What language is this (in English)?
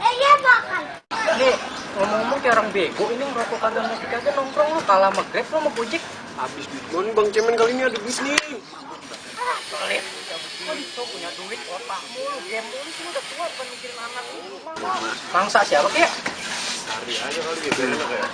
Betawi